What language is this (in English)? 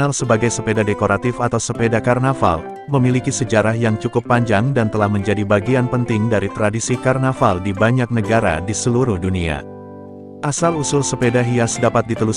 Indonesian